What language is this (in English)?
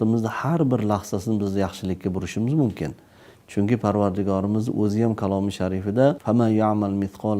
Uzbek